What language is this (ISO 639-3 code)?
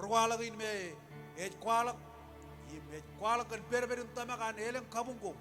mah